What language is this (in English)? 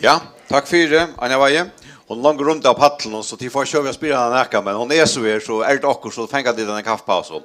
Faroese